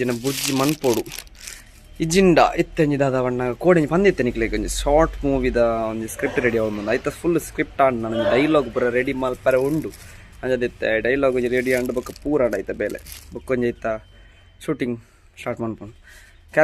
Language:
Tulu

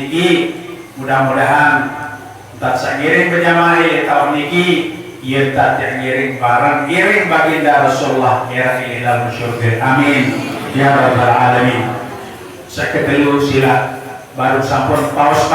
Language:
Sasak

